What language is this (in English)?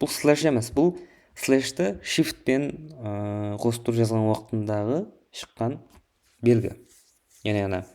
Kara-Kalpak